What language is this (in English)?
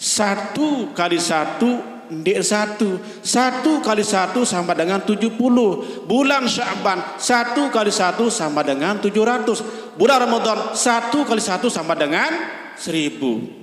Sasak